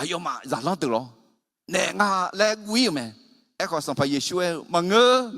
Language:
Akha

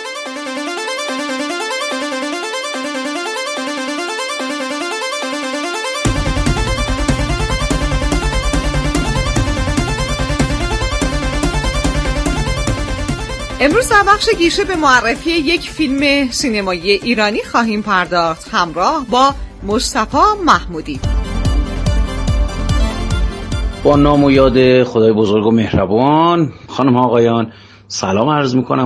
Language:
Persian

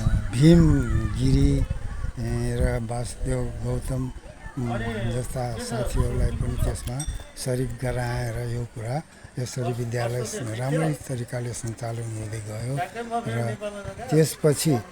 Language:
Nepali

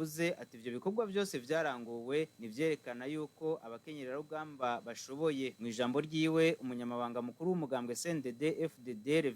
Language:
Rundi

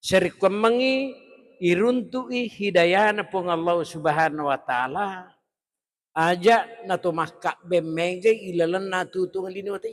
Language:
Buginese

